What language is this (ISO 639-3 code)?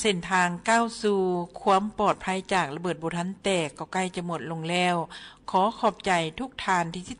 lao